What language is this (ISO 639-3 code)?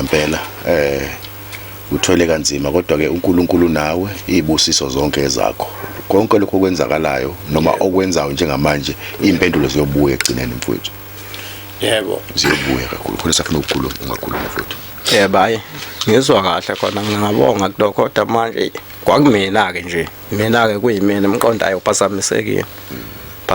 zul